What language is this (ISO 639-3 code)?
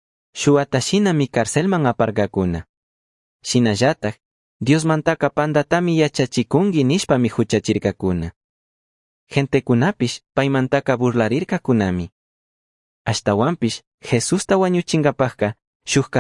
qug